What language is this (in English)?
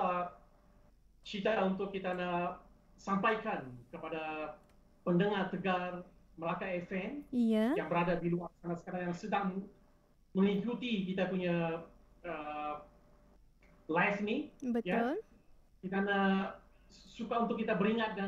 Malay